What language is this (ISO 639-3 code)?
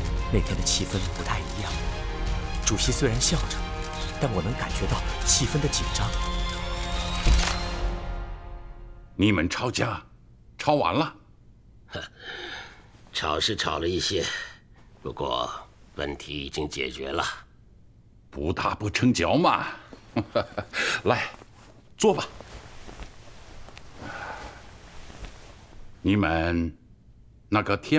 zho